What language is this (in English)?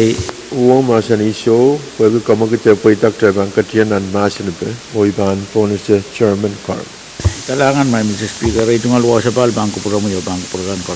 Pohnpeian